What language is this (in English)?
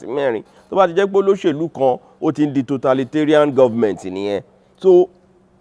Yoruba